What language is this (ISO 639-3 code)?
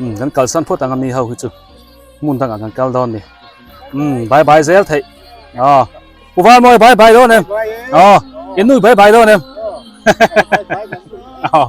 biu